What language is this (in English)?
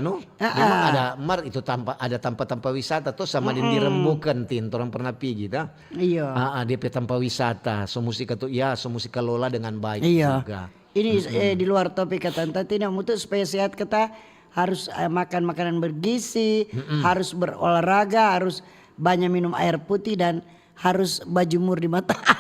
Manado Malay